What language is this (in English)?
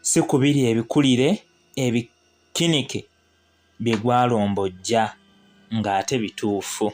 Ganda